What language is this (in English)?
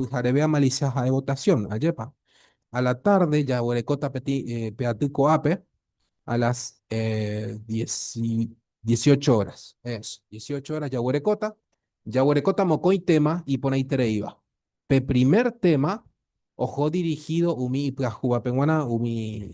Guarani